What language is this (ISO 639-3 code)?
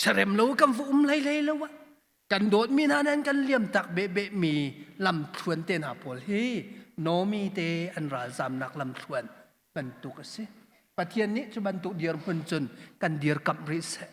cnh